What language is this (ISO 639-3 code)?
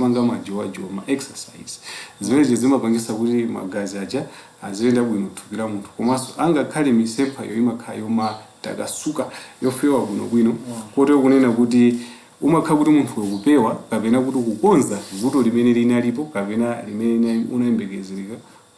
nya